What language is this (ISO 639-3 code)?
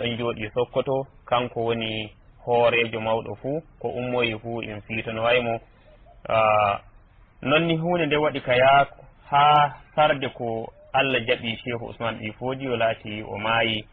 fuv